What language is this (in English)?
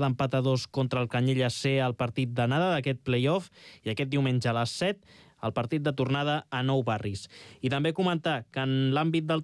Catalan